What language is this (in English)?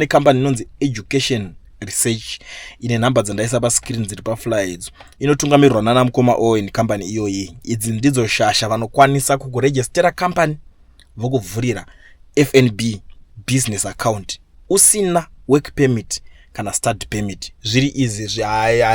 Shona